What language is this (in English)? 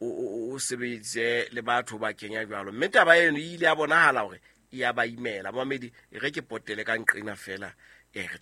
Southern Sotho